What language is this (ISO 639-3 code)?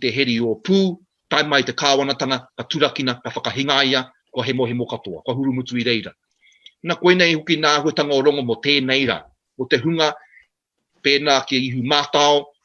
mri